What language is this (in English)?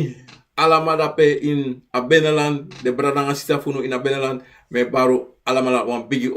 Sranan Tongo